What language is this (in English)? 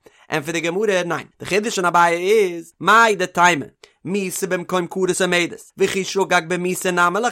Yiddish